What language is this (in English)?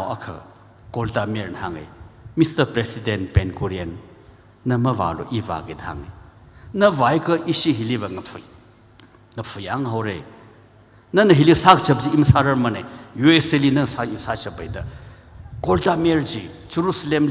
Tangkhul Naga (India)